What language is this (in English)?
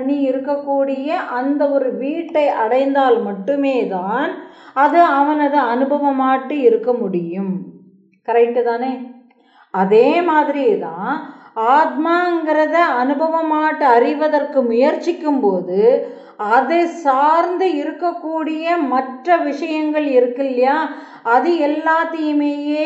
Tamil